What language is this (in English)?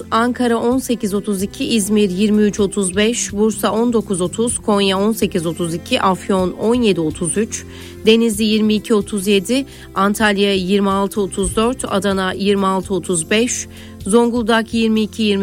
Turkish